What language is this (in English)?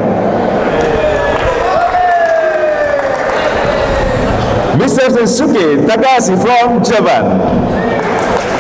Indonesian